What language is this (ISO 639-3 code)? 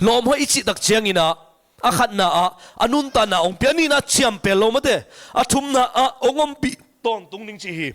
ctd